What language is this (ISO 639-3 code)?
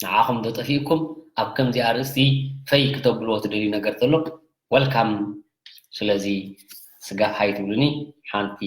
tir